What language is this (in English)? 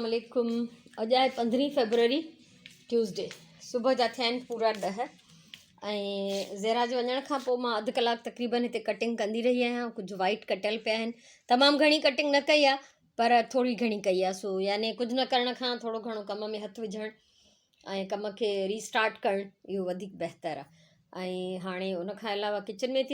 Sindhi